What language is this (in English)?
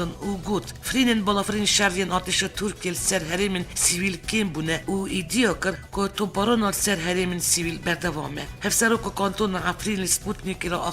Kurdish